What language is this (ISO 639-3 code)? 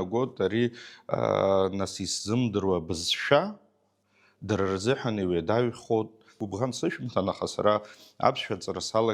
abk